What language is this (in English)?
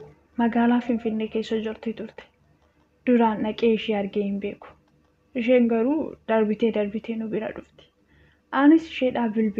Oromo